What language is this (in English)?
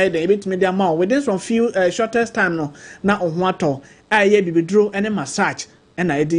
Akan